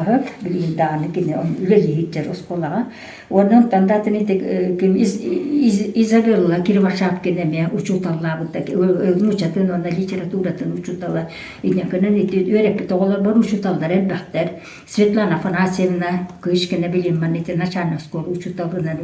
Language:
Yakut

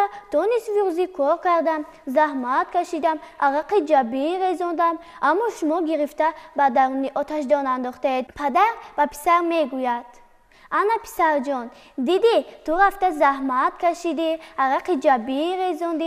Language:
Tajik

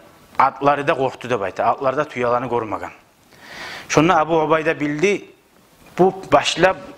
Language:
Kumyk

